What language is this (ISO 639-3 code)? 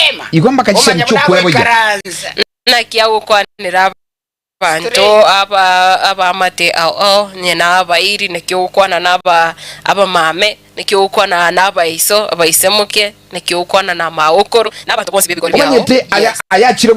guz